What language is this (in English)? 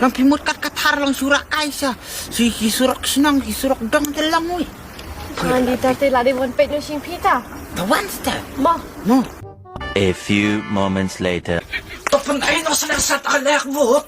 Khasi